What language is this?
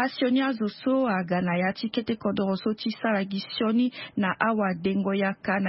Sango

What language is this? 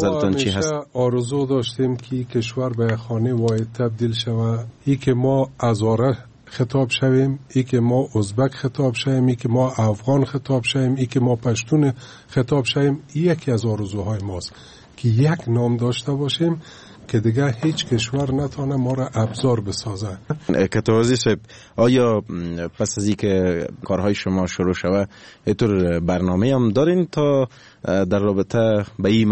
Persian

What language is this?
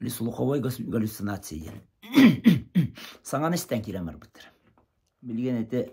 Yakut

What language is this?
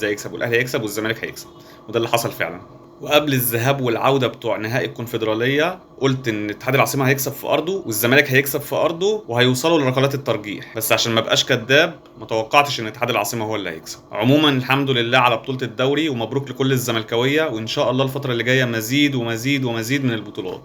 Egyptian Arabic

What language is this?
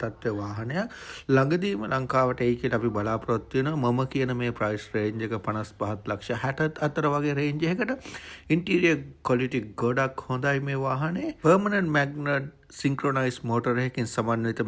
Sinhala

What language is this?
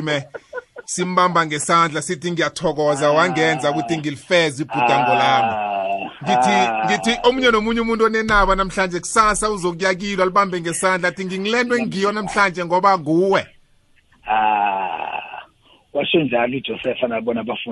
South Ndebele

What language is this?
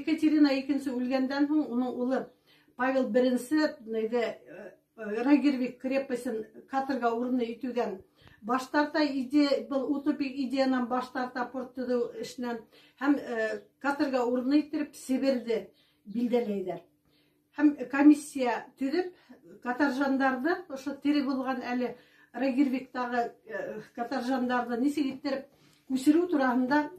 Bashkir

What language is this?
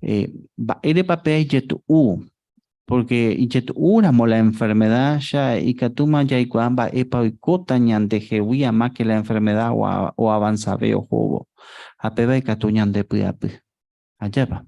Guarani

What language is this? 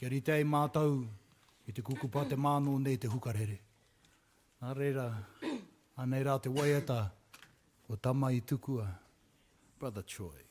Māori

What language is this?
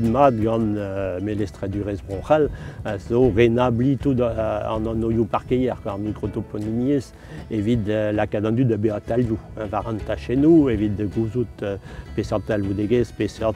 Breton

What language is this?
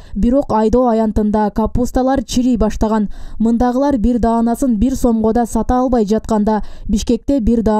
Kyrgyz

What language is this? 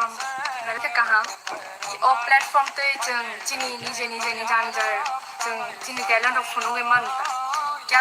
Kok Borok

